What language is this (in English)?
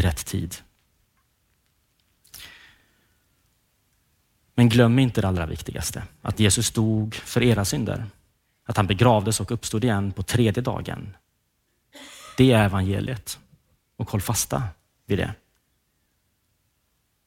Swedish